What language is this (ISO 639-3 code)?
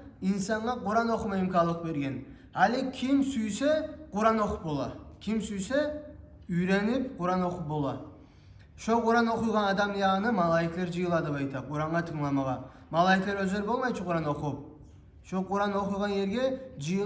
kum